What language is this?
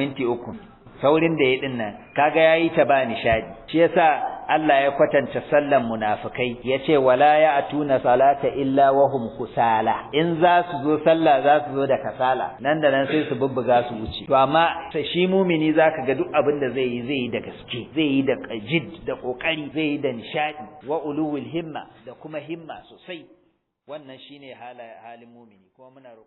Hausa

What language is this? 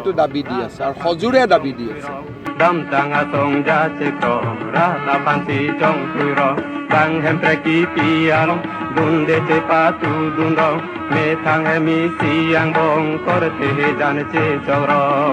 Karbi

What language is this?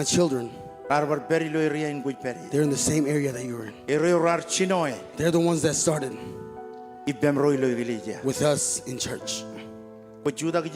Marshallese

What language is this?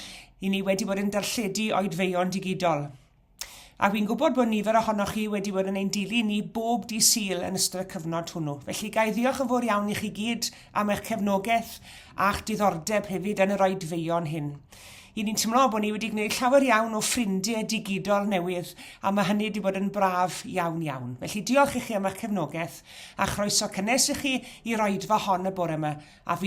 Welsh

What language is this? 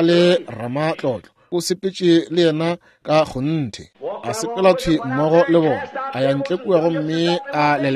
Northern Sotho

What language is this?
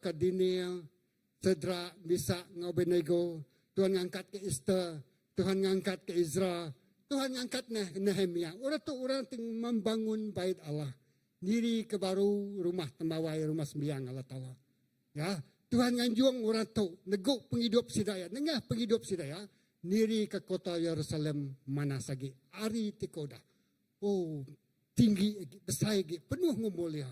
Iban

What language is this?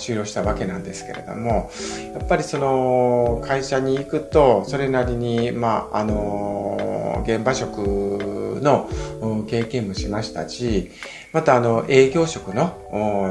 Japanese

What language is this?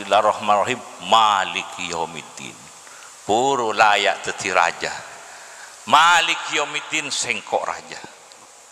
Madurese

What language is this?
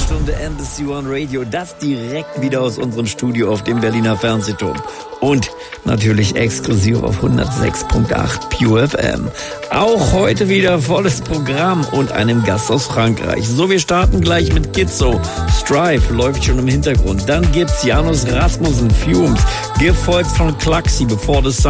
German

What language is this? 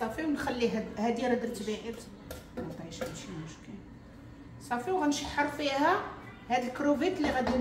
Moroccan Arabic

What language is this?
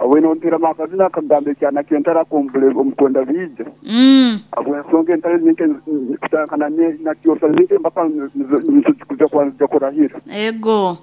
Nyankole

